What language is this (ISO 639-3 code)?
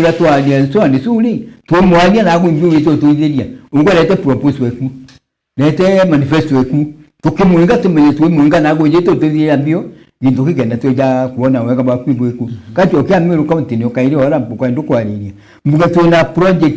mer